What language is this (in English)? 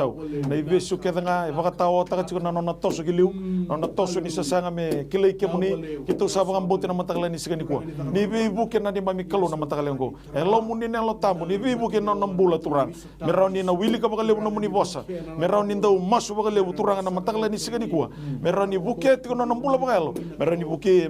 Fijian